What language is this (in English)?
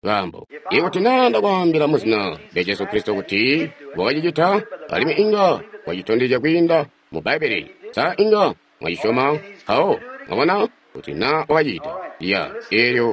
Tonga (Zambia)